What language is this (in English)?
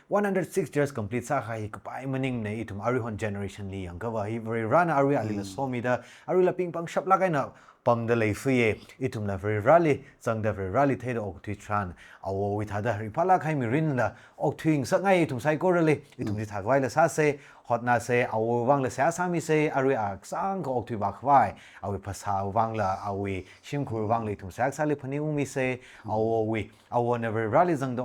Tangkhul Naga (India)